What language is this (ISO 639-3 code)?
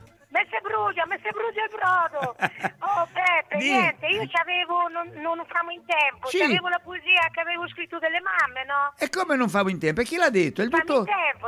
ita